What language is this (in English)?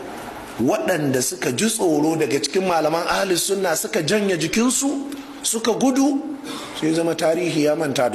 Hausa